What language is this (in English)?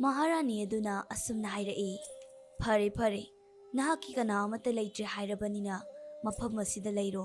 Manipuri